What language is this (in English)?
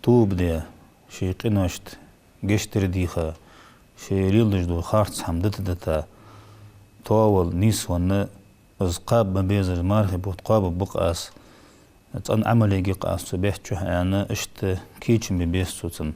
Ingush